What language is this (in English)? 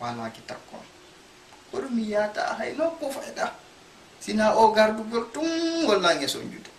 Fula